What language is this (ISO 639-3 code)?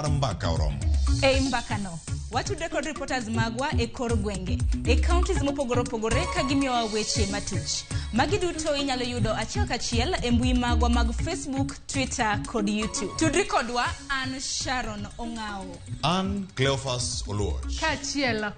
luo